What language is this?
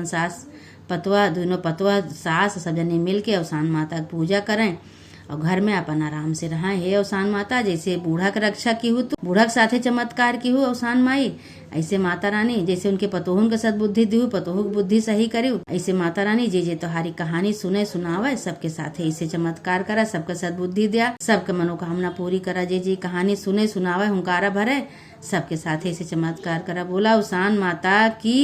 Awadhi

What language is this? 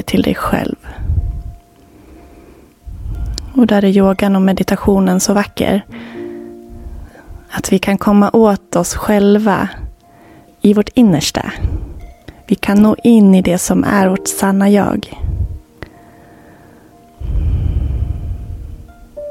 Swedish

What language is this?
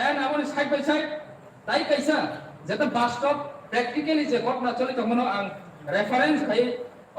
Kok Borok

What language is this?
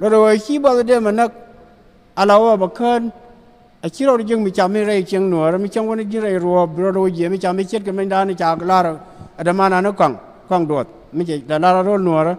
Nuer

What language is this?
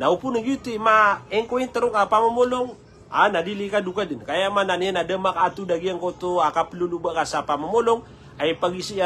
Maranao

